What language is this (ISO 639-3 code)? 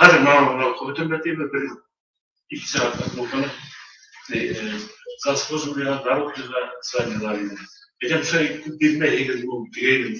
bak